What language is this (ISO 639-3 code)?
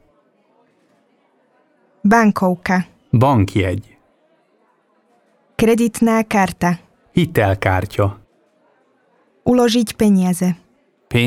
slk